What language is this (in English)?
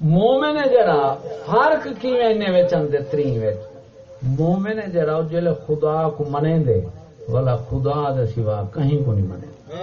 Saraiki